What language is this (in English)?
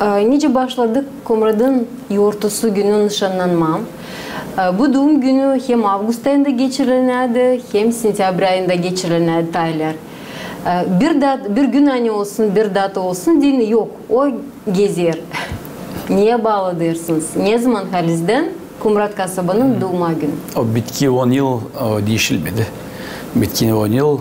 Gagauz